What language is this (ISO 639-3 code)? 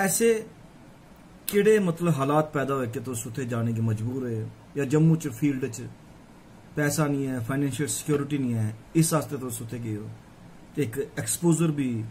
doi